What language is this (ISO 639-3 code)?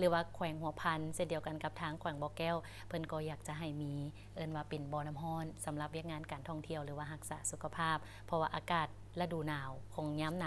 lao